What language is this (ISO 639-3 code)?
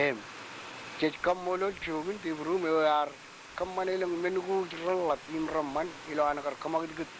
mah